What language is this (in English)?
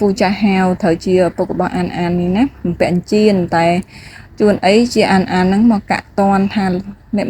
Khmer